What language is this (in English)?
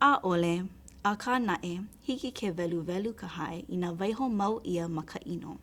Hawaiian